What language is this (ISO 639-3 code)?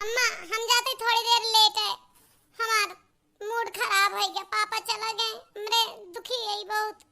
awa